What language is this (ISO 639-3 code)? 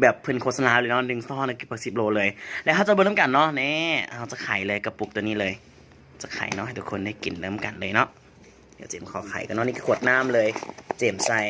lao